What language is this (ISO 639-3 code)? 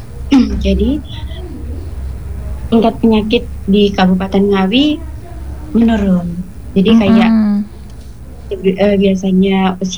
ind